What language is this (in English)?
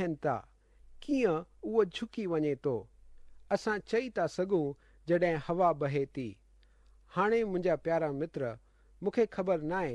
Sindhi